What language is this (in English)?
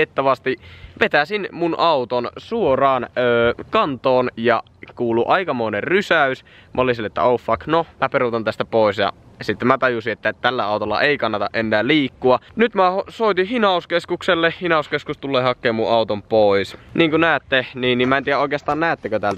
Finnish